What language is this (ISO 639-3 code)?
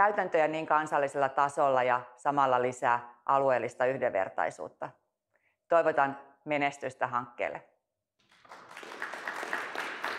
fin